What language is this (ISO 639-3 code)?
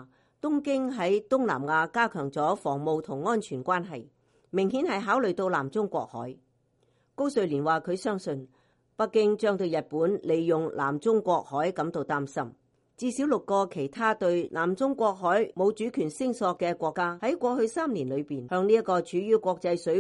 yue